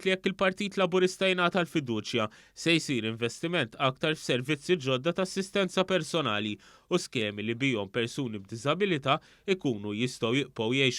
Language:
Maltese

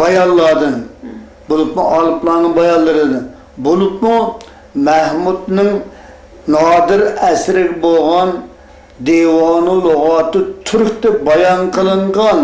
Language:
Uyghur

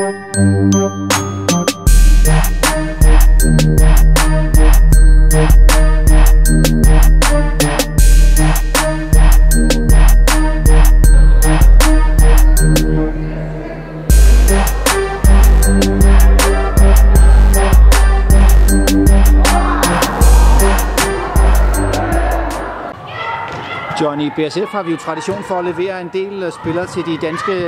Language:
Danish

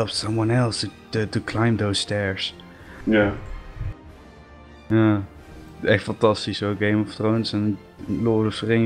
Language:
Dutch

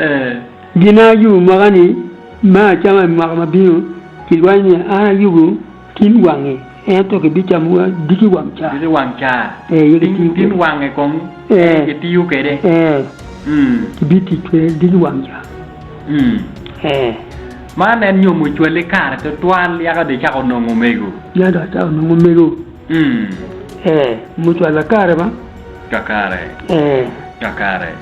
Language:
Acoli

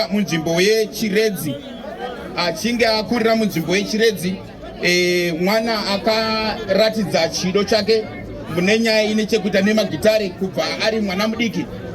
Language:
Shona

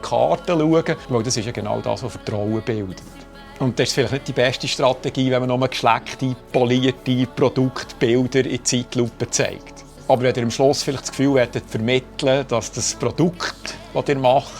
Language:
Swiss German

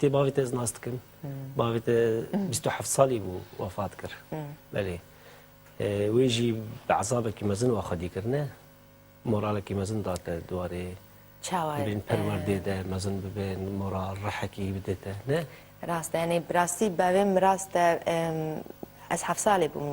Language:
Kurdish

